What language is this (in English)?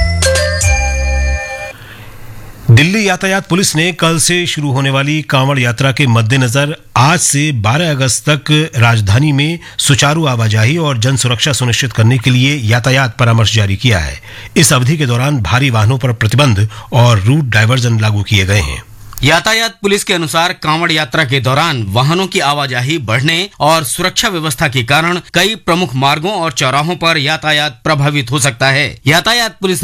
Hindi